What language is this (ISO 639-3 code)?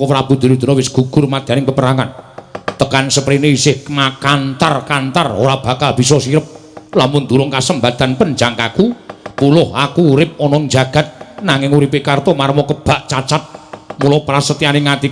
jav